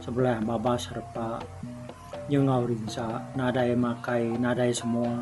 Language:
Iban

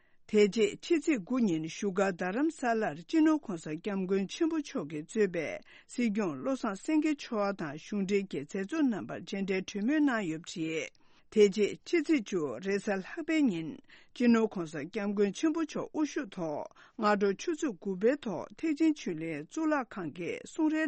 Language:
Tibetan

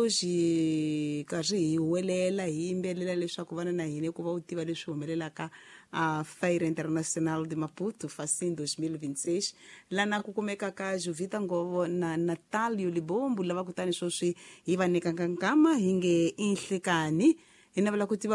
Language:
Tsonga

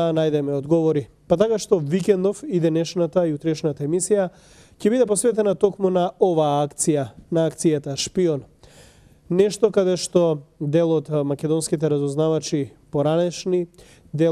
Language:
Macedonian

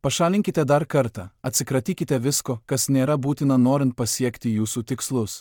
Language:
Lithuanian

